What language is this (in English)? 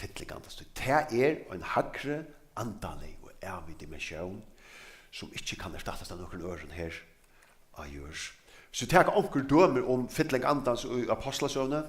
Faroese